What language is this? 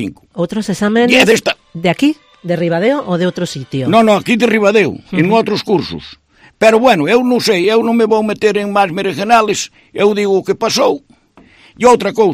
Galician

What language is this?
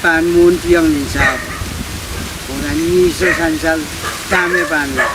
Pohnpeian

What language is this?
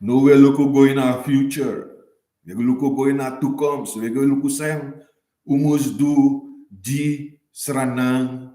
Sranan Tongo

